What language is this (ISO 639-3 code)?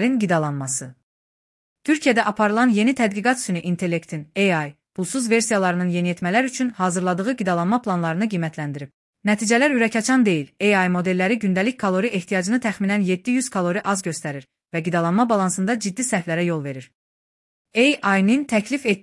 aze